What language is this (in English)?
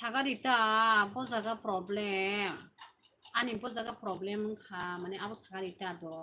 Kok Borok